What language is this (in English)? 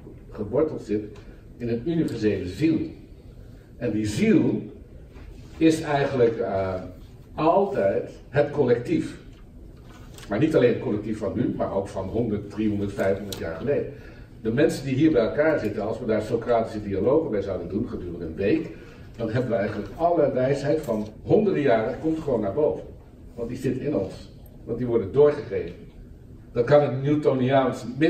Dutch